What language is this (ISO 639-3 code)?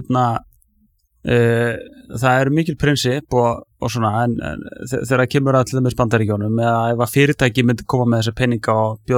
isl